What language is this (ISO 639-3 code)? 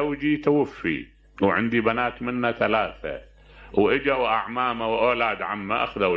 acm